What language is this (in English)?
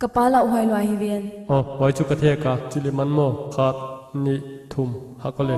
Paite Chin